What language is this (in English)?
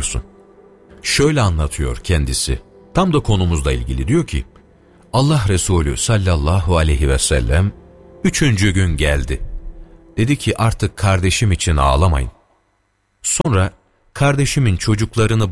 Turkish